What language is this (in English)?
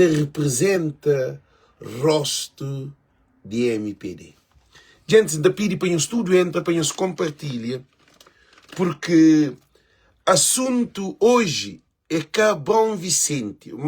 Kabuverdianu